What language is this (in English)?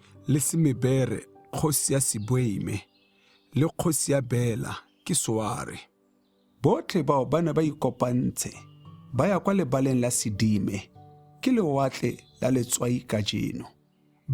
Tswana